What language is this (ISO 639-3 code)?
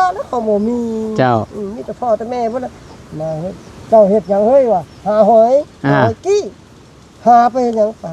tts